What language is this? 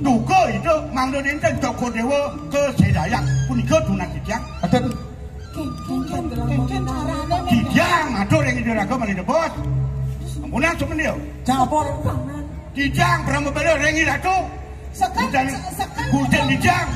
Balinese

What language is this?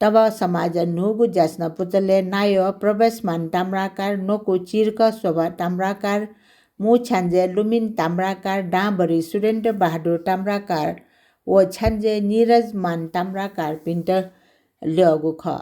Newari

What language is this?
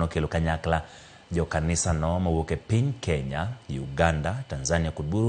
Luo (Kenya and Tanzania)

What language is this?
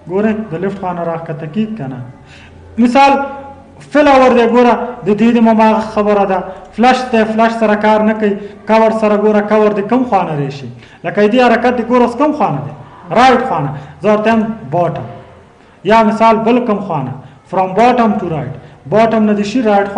Pashto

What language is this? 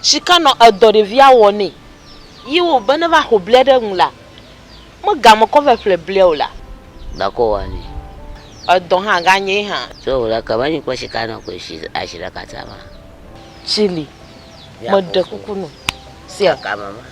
Ewe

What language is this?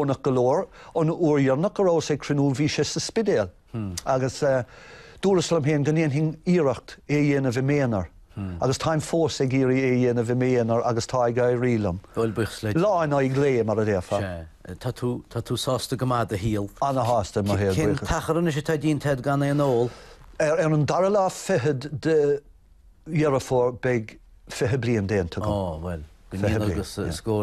Irish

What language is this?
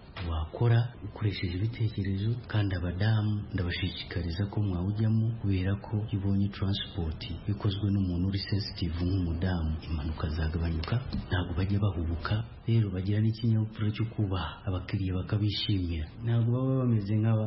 Kinyarwanda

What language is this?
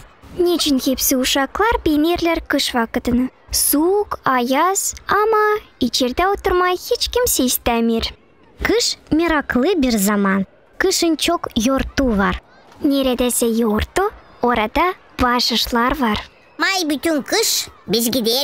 Gagauz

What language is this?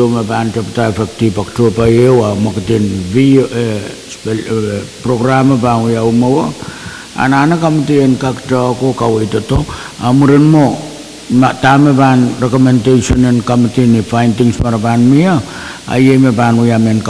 Pohnpeian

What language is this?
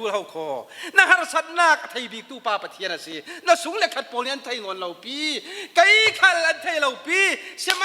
Falam Chin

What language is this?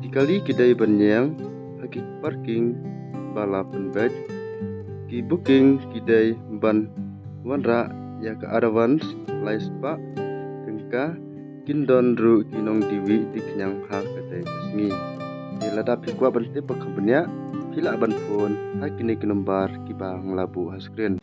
Khasi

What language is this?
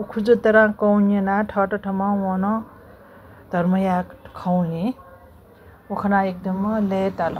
Newari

